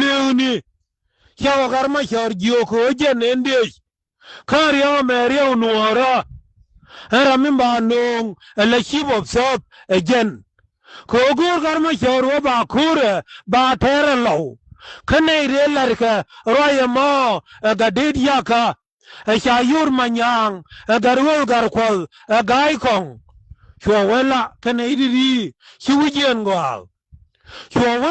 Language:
Nuer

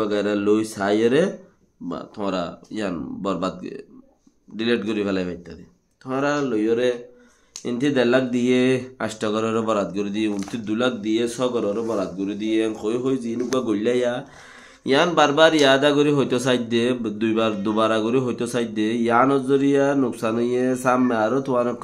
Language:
Rohingya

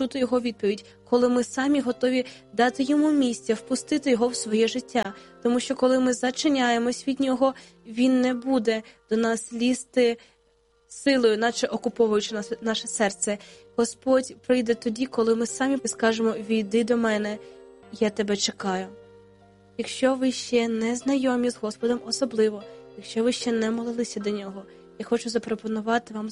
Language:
Ukrainian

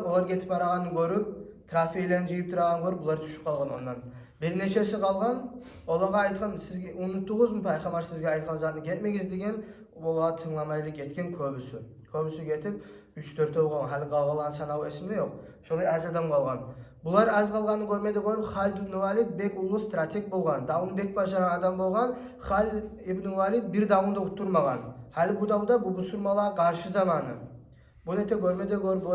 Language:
Kumyk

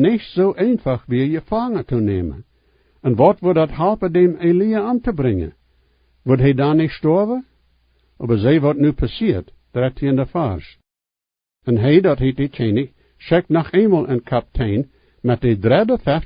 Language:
Plautdietsch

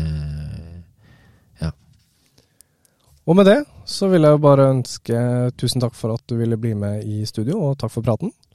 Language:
Norwegian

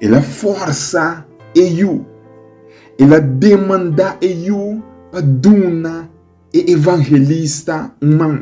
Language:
Papiamento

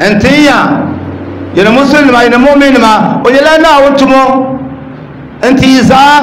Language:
Dagbani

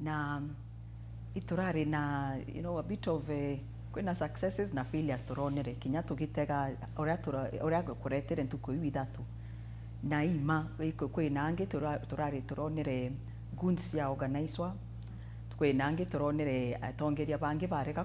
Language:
Meru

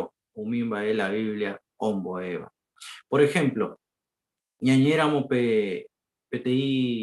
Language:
Guarani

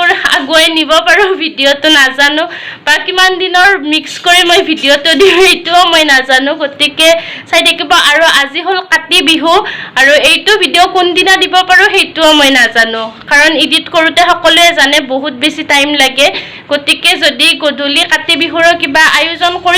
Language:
Assamese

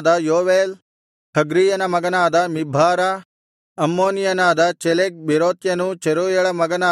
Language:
Kannada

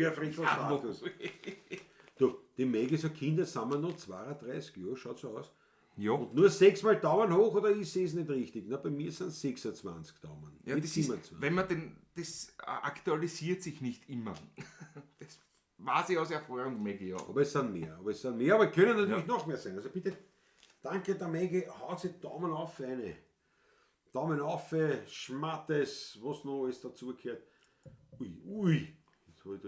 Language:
Bavarian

